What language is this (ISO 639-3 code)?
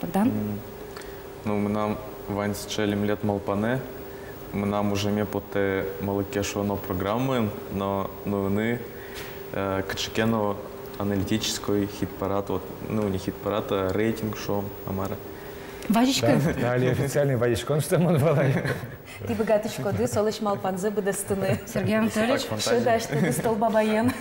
udm